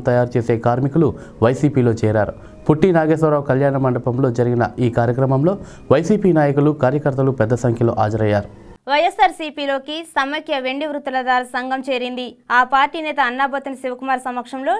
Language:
Telugu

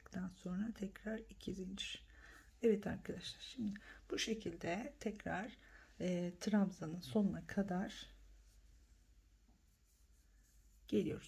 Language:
Turkish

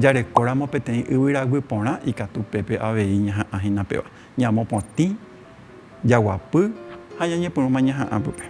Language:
Guarani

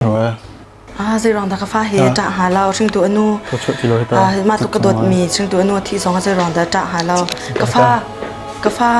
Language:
Hakha Chin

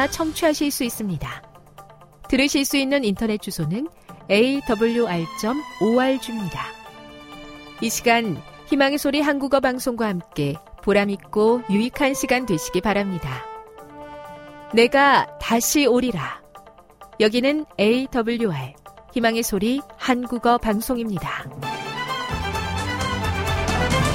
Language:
Korean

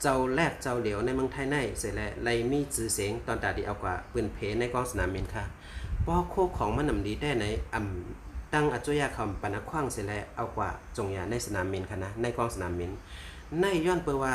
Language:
Shan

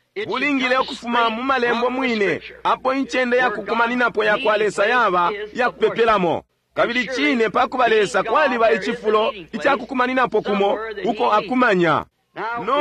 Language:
Bemba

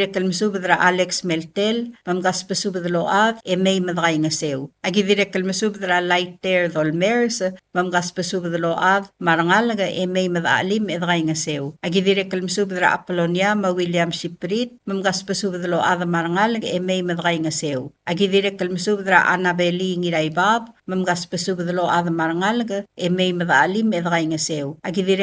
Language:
Palauan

